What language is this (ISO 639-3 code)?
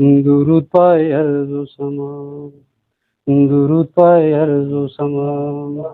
brh